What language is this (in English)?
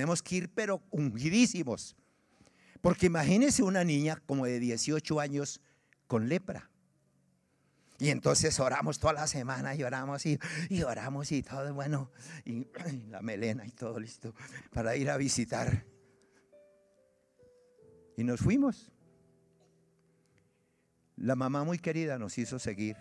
Spanish